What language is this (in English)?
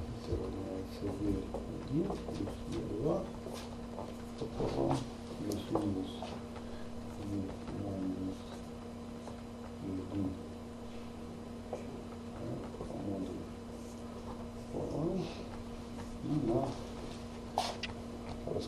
Russian